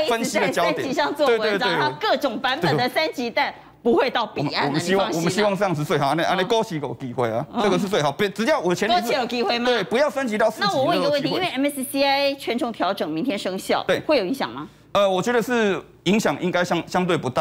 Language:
Chinese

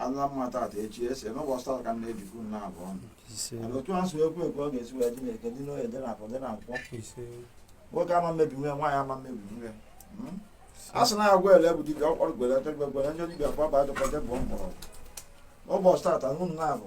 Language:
Igbo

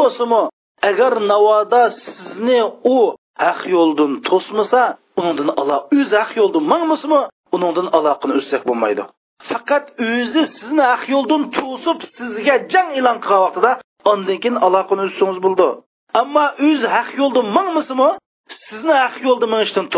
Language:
Uyghur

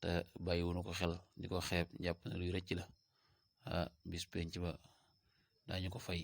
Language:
Wolof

